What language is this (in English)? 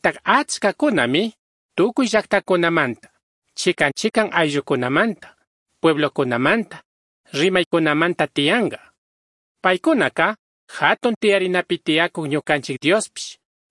Chimborazo Highland Quichua